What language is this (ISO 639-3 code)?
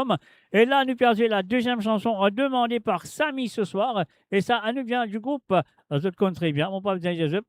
mfe